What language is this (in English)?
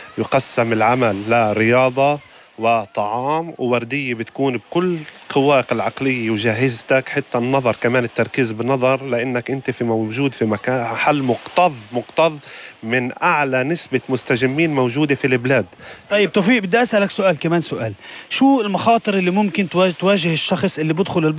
North Levantine Arabic